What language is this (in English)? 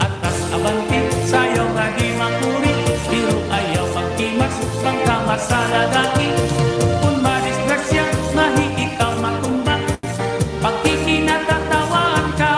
Waray